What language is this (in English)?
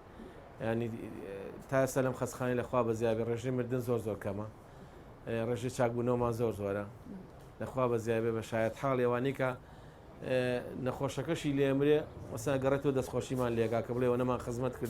Central Kurdish